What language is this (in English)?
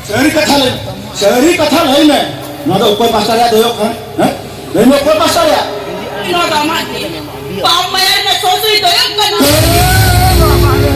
Santali